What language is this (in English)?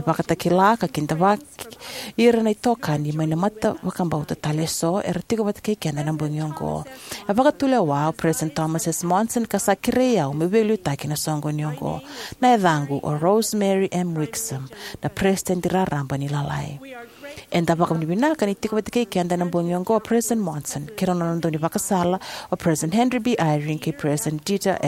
Fijian